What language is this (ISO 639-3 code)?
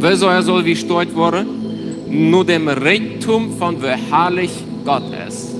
pdt